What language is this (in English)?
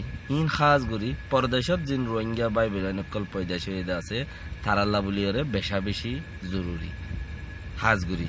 Rohingya